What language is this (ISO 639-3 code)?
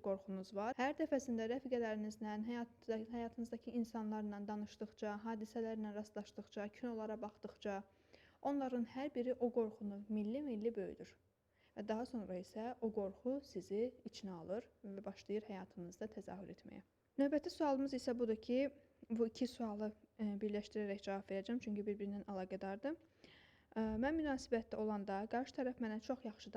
aze